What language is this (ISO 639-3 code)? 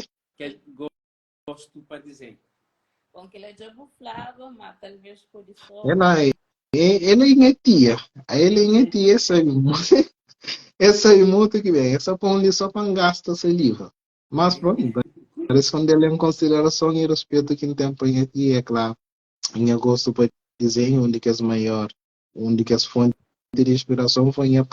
kea